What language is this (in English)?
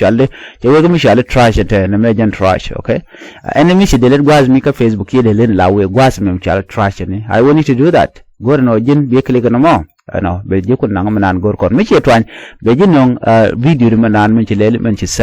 Nuer